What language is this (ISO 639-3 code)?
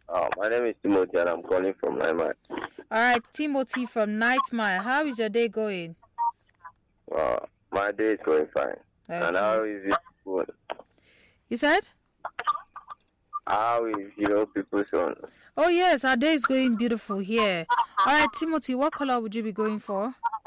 eng